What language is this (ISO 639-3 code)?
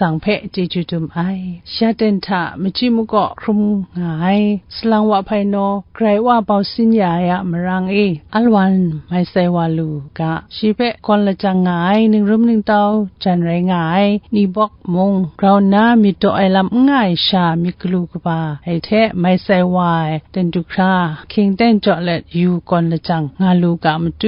kac